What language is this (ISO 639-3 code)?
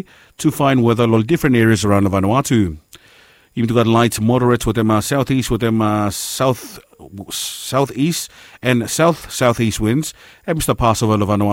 bis